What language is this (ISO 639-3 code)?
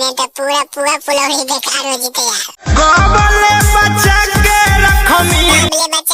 mag